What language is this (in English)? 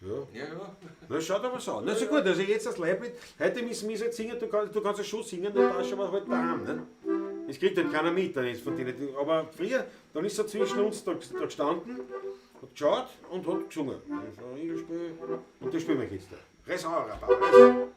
Bavarian